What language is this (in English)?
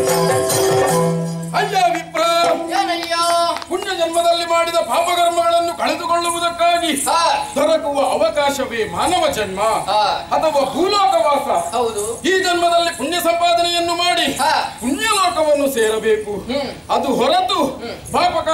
Kannada